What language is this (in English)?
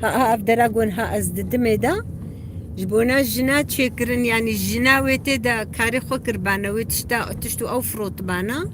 Kurdish